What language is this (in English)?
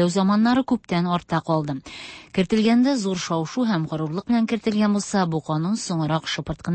Tatar